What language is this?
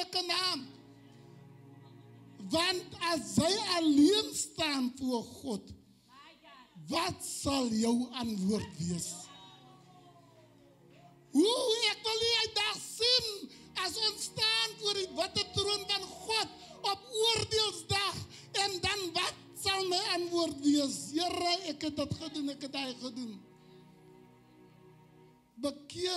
Afrikaans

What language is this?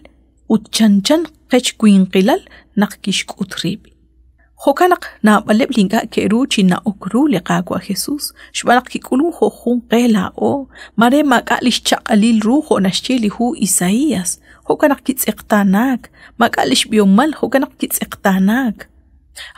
Kekchí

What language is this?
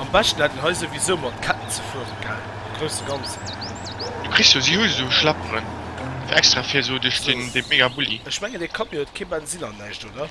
Luxembourgish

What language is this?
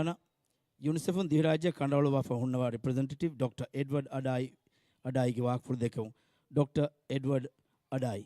Divehi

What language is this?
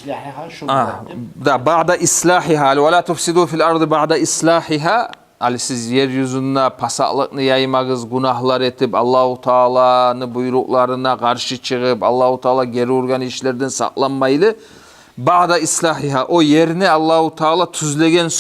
Kumyk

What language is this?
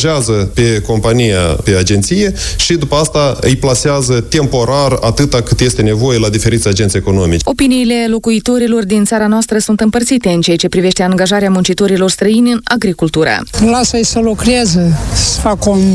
Romanian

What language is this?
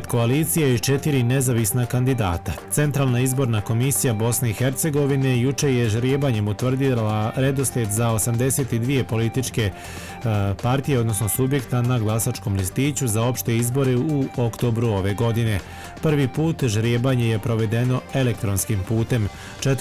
Bosnian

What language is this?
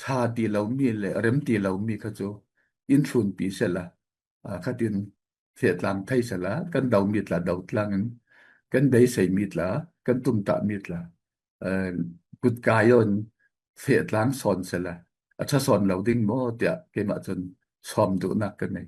Falam Chin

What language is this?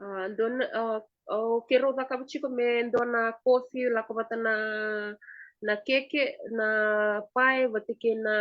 Fijian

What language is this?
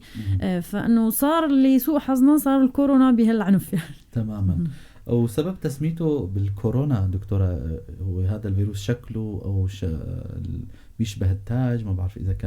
North Levantine Arabic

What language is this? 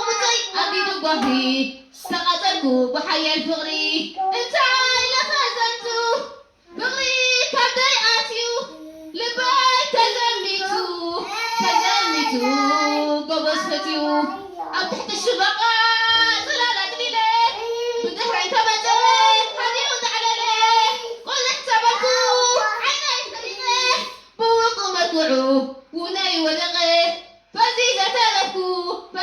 Tigrinya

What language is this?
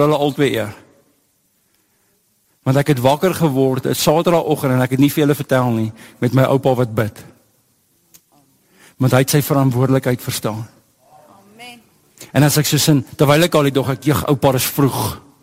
Afrikaans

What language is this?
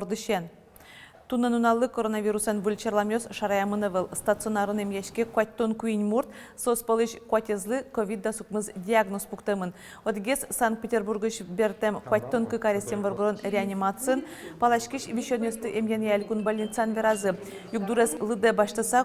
Udmurt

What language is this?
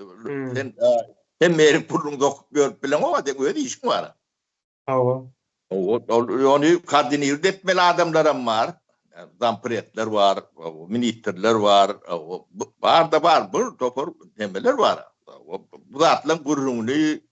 Turkmen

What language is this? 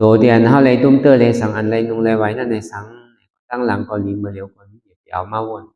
Shan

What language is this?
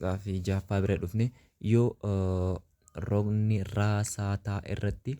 Oromo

